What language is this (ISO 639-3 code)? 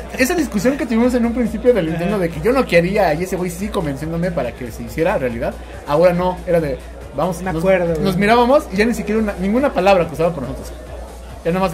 spa